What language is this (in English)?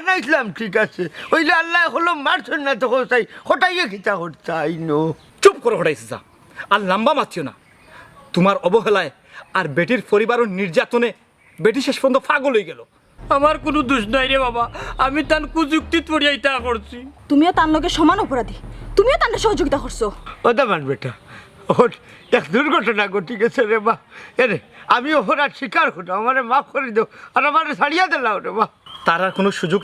Sylheti